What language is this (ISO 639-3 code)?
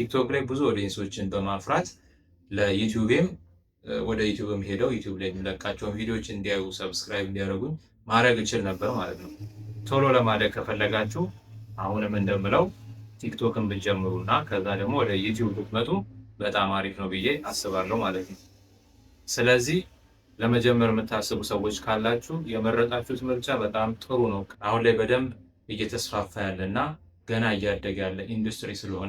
amh